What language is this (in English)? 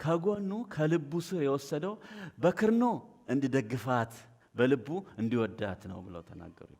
Amharic